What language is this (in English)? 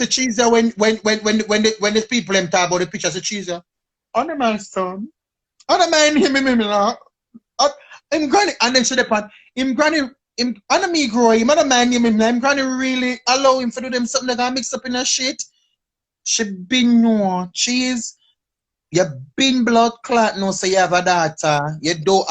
Jamaican Creole English